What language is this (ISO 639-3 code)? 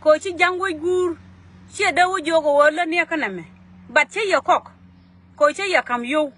nus